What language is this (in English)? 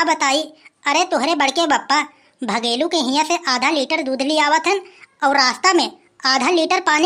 Awadhi